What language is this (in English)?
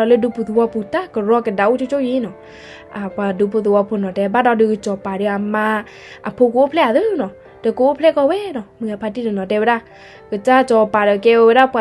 S'gaw Karen